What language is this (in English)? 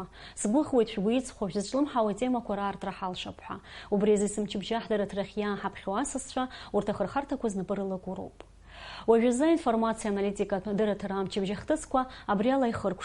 Abkhazian